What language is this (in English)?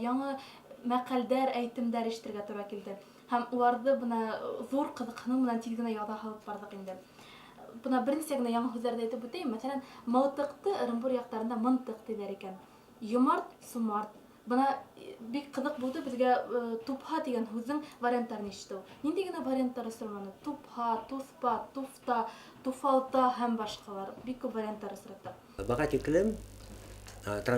Bashkir